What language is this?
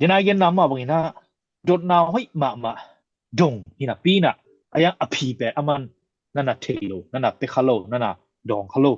Tedim Chin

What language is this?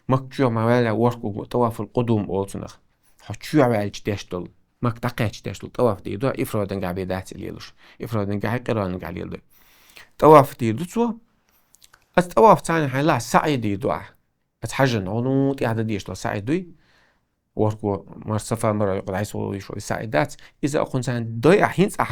Chechen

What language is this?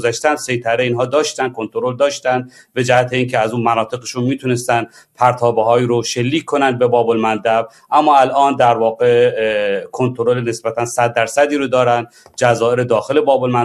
Persian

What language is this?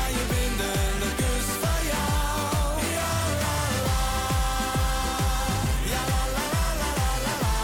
Dutch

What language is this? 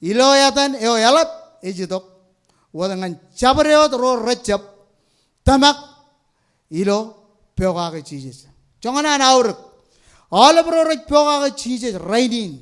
Marshallese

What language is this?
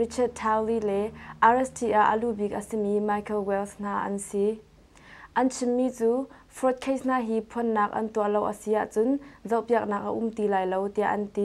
Hakha Chin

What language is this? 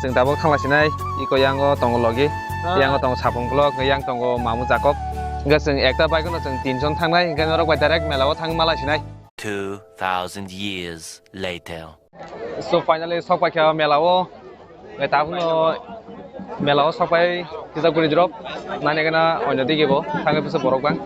Kok Borok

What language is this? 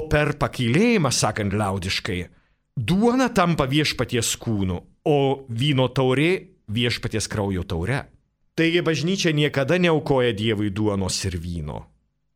Lithuanian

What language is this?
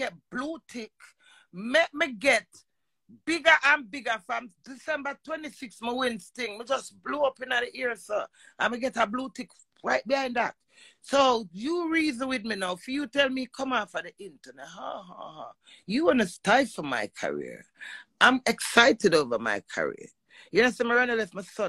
Jamaican Creole English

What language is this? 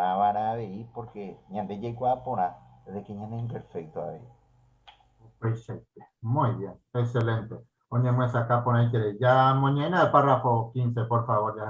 Guarani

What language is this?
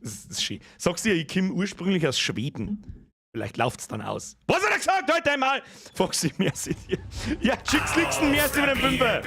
Bavarian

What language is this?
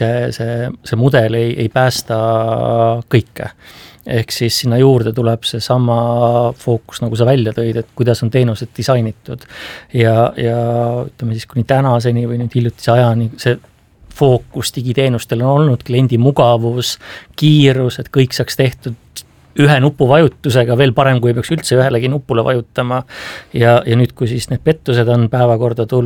Estonian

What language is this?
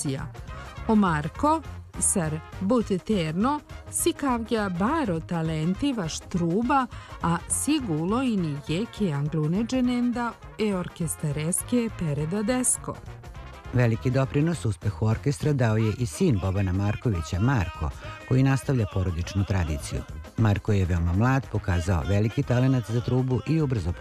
Serbian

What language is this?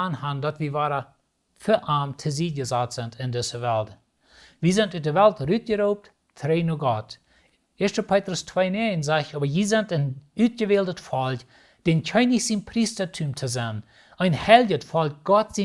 Plautdietsch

